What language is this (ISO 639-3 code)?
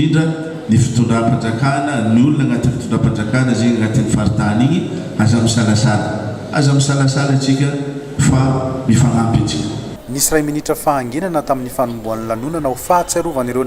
mlg